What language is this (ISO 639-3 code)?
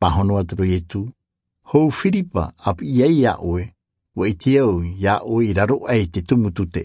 tah